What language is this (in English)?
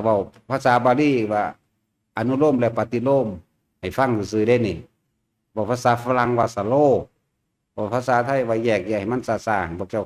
Northeastern Thai